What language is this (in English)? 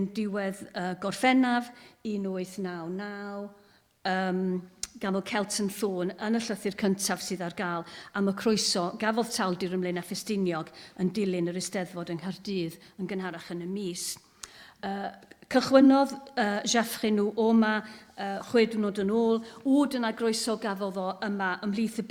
Welsh